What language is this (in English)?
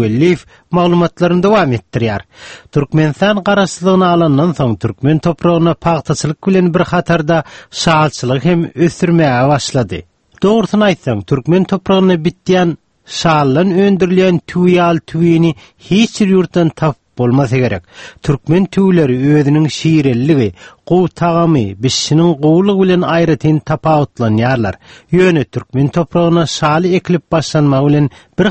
Turkmen